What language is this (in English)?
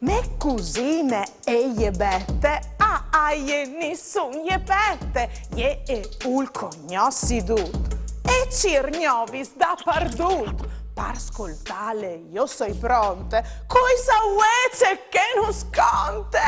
Friulian